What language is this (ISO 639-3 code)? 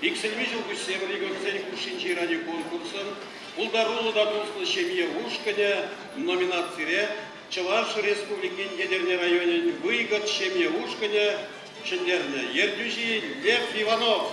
chv